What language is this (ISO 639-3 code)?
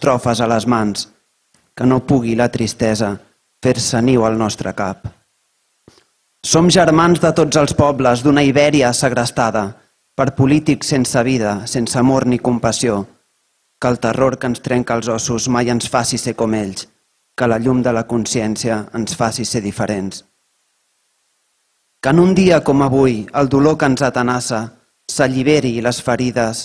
cat